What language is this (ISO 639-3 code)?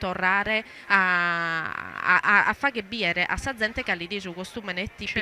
srd